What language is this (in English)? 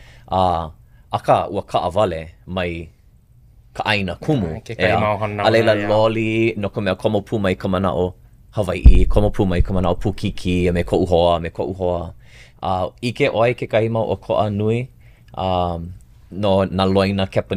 Hawaiian